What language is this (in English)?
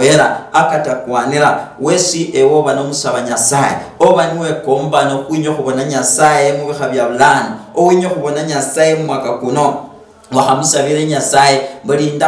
Luyia